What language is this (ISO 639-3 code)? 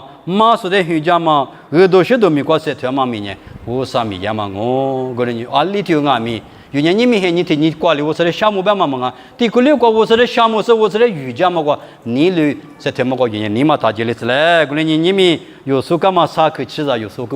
lis